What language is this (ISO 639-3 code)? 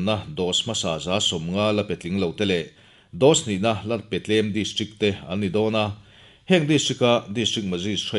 lus